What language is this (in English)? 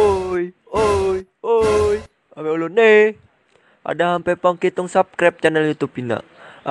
Ma'anyan